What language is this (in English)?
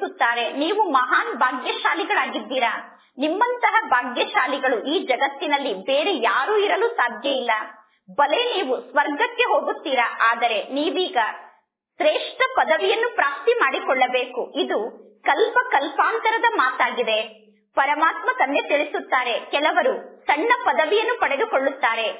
Kannada